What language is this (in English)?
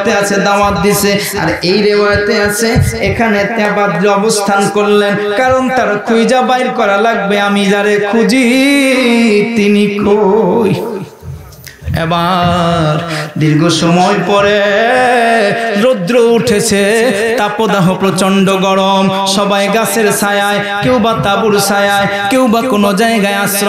Bangla